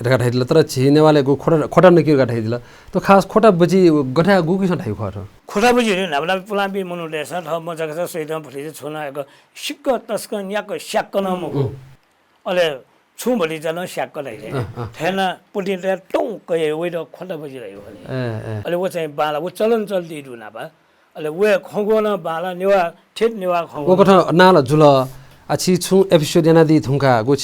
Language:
Newari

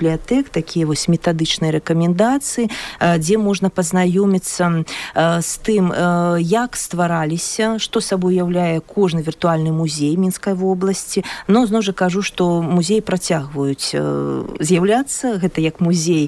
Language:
Belarusian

